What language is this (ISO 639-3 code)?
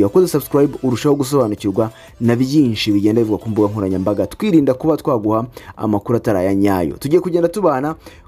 kin